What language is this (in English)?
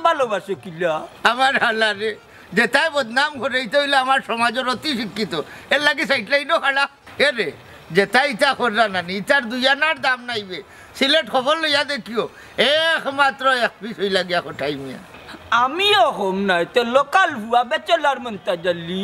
Sylheti